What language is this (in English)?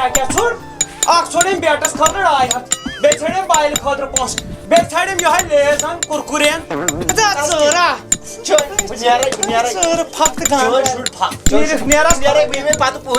Kashmiri